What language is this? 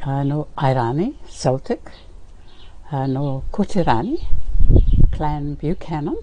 Māori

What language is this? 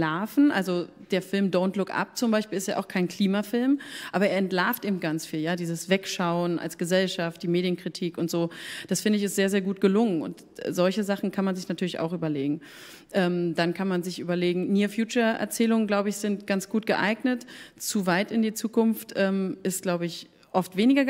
German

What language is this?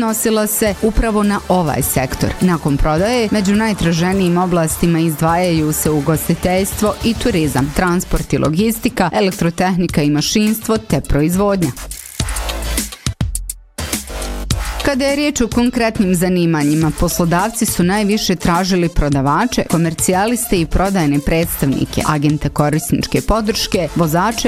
Bosnian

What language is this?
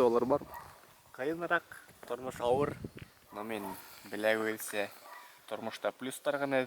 Bashkir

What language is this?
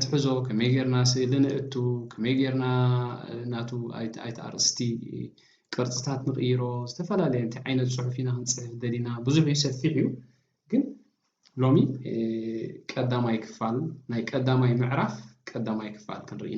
Tigrinya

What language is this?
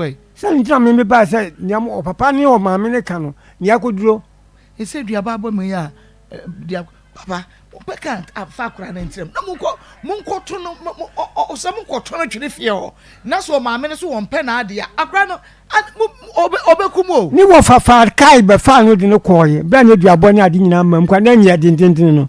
Akan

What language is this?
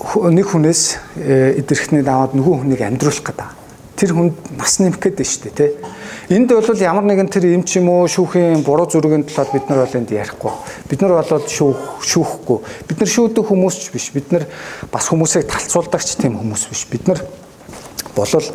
Mongolian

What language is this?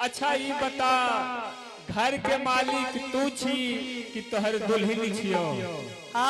Angika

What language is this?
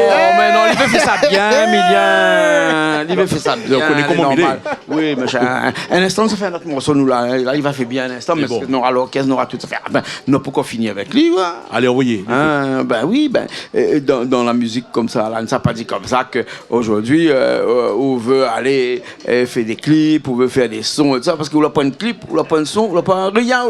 Réunion Creole French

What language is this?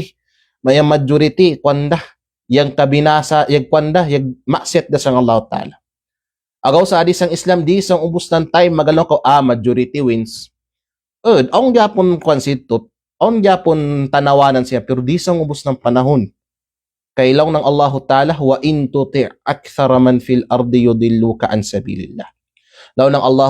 Kalagan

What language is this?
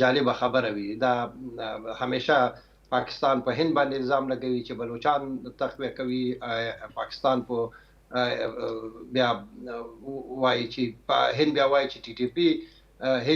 Pashto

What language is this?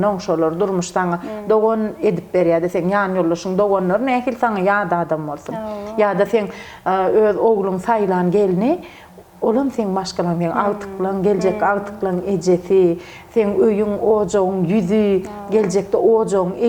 Turkmen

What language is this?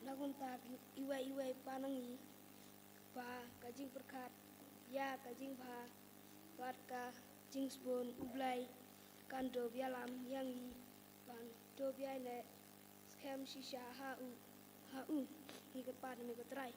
Khasi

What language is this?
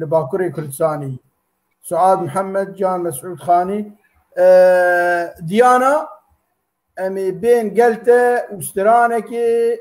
Kurdish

